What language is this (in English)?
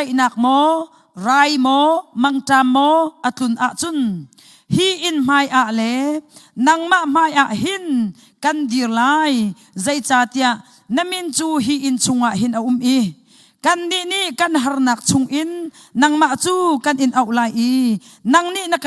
Hakha Chin